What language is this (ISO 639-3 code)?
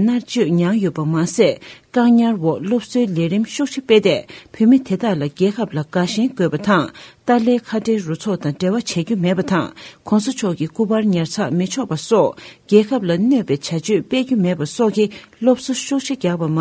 bod